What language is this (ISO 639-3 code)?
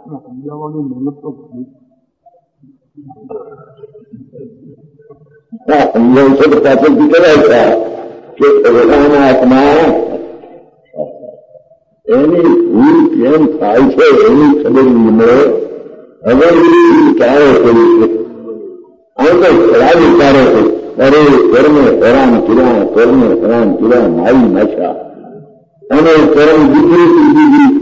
guj